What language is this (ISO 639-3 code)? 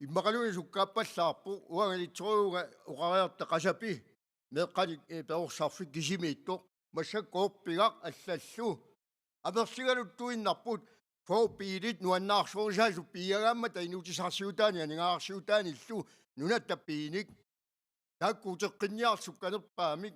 kal